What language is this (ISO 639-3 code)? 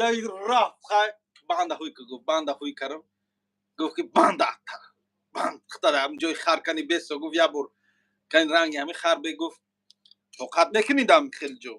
tgk